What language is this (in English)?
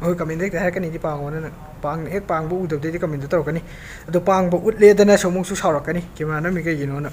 Manipuri